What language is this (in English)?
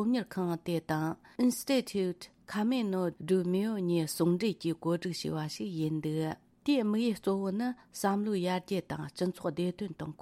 Tibetan